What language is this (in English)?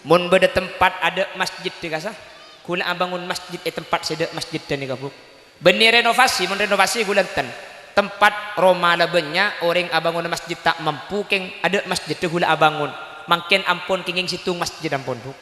Madurese